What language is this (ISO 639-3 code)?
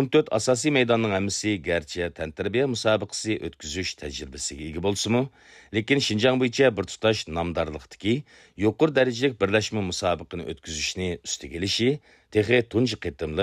uig